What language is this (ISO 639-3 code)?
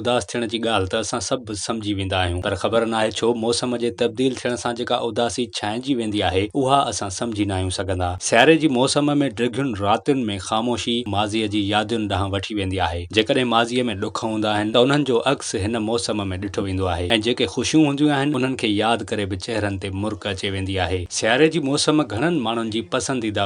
snd